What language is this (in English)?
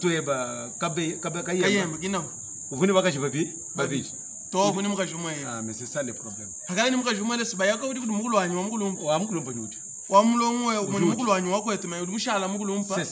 Luba-Lulua